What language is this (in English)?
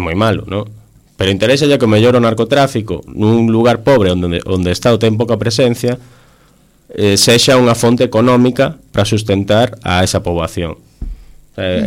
Galician